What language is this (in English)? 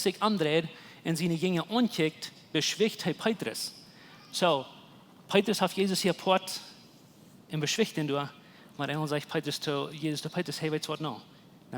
Plautdietsch